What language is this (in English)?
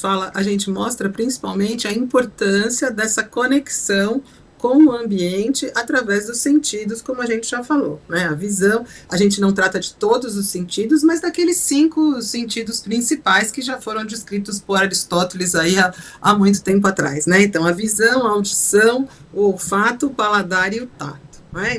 Portuguese